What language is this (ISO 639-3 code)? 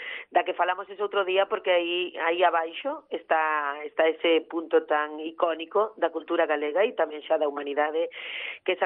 glg